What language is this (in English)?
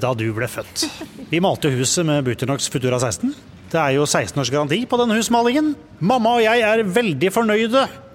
Norwegian